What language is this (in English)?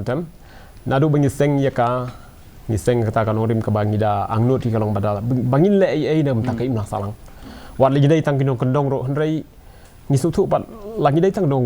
Khasi